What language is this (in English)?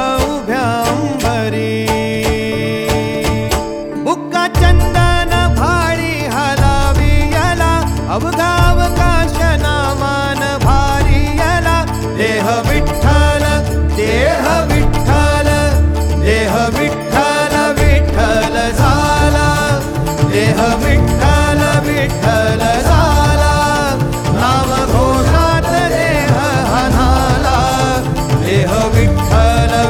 Marathi